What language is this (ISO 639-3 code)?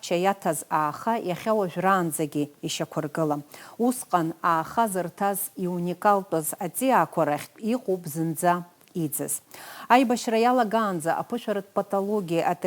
abk